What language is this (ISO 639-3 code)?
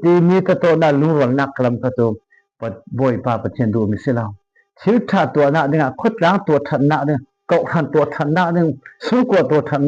cfm